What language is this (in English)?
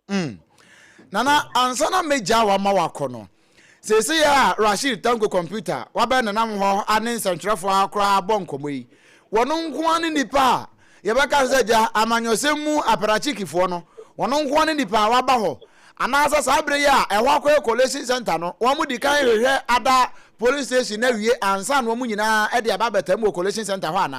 Akan